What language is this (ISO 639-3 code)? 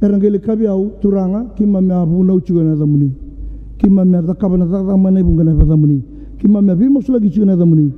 fij